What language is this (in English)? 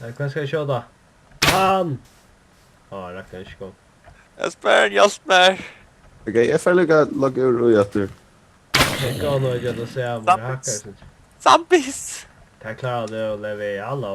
Faroese